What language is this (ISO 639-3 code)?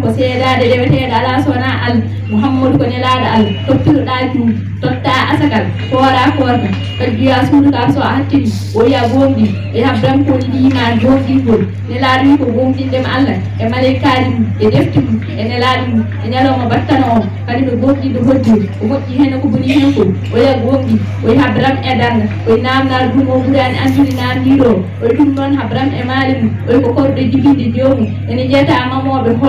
ful